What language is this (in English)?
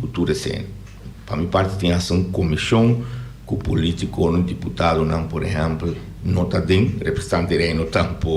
Papiamento